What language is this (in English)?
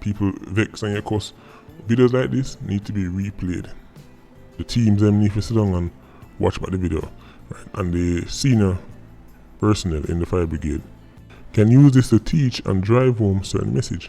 Jamaican Creole English